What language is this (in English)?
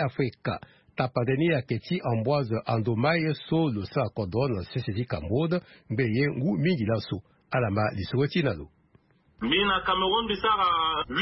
Sango